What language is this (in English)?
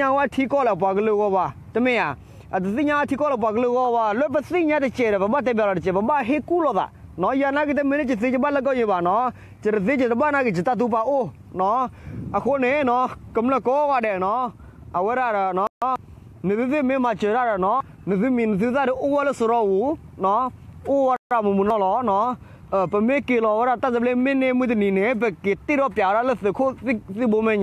S'gaw Karen